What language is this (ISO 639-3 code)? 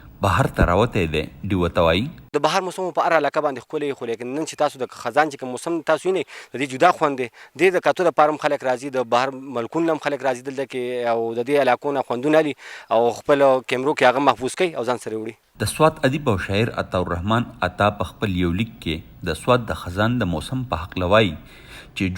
pus